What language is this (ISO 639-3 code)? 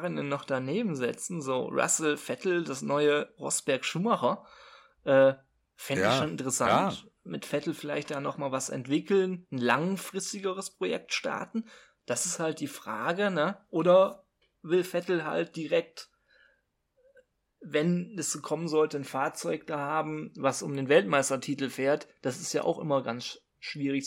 deu